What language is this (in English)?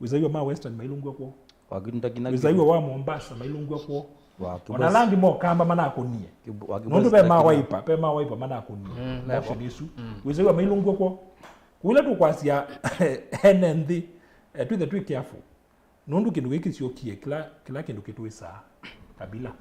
Kamba